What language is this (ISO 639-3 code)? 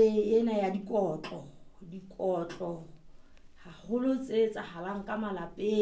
sot